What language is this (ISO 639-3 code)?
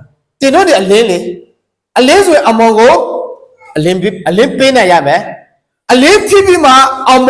ahk